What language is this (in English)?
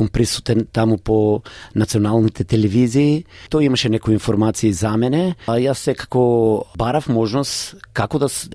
Macedonian